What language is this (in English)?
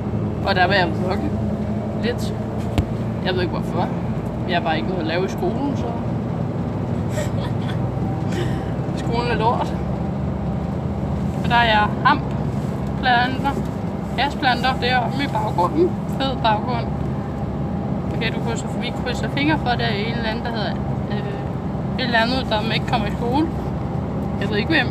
Danish